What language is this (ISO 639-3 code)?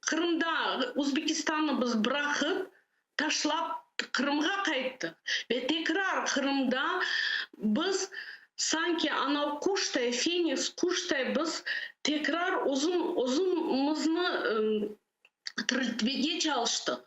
crh